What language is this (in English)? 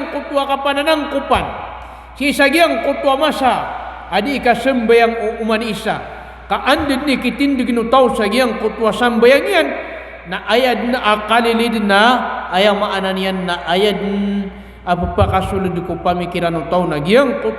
Maranao